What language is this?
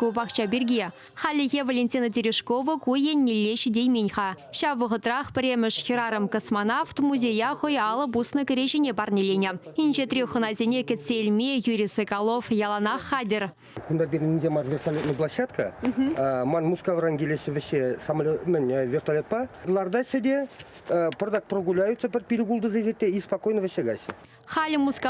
Chuvash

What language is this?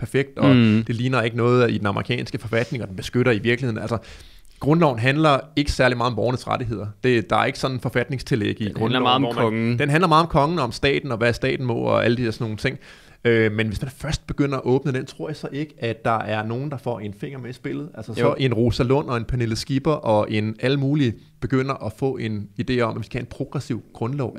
Danish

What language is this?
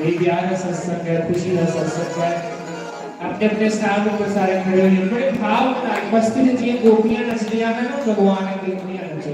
Dogri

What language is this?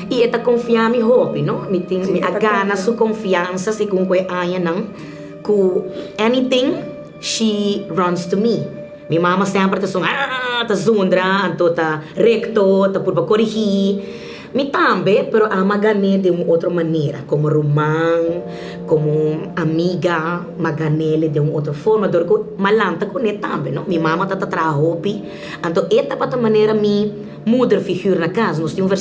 Papiamento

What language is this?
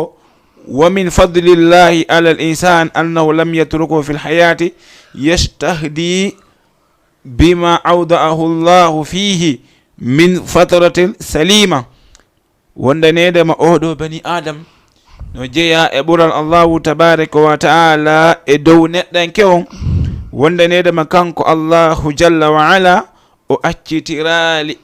Fula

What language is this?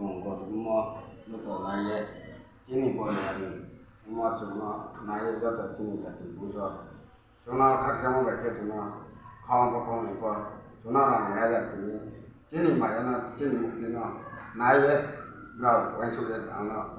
Riang (India)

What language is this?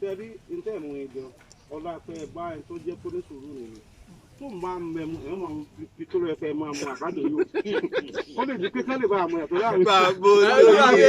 Yoruba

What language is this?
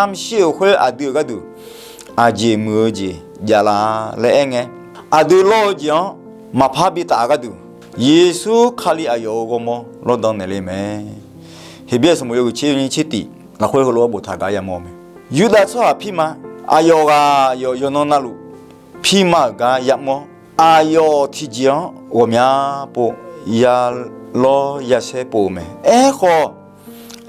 Akha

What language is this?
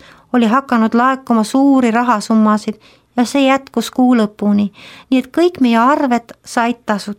Estonian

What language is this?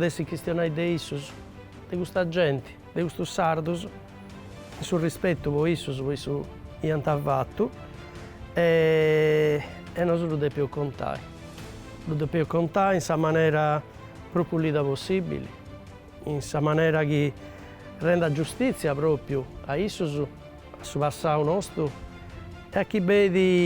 Sardinian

